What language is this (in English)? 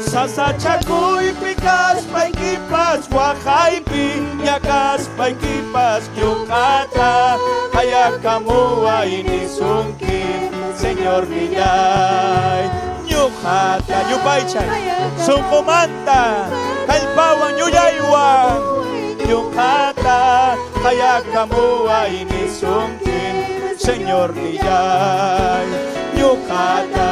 Ayacucho Quechua